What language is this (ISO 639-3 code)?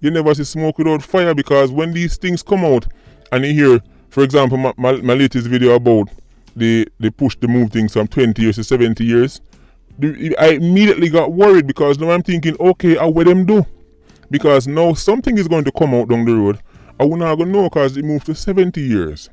jam